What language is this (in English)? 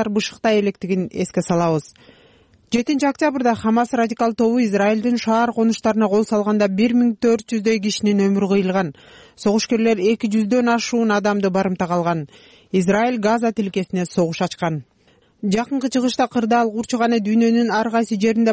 Kyrgyz